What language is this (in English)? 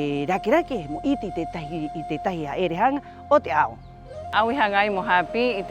Rapanui